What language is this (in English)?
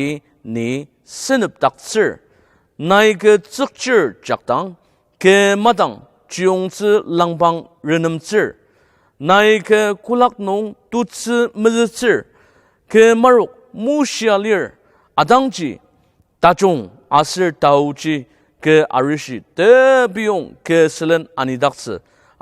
Ao Naga